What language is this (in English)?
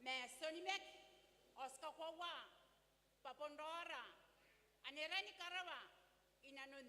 Gilbertese